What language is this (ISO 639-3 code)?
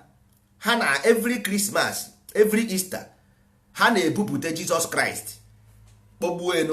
ibo